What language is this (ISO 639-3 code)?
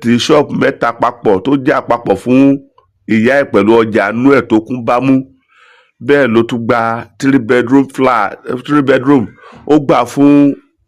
yor